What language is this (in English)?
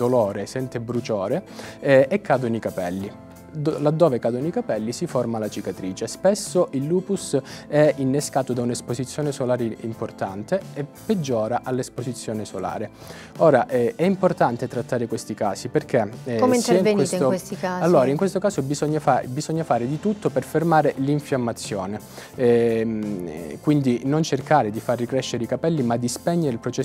Italian